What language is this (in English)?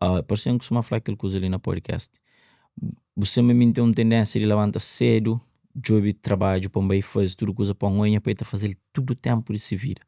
Kabuverdianu